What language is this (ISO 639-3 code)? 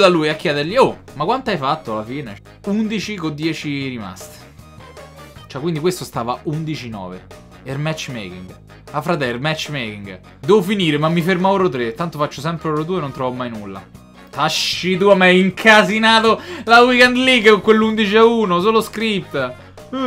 ita